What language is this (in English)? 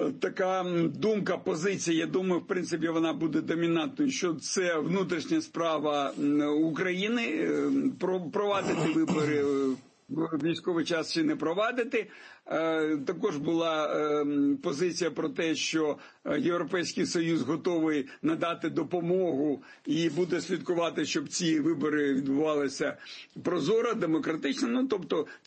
Ukrainian